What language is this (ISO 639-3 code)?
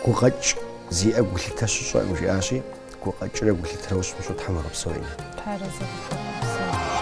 kbd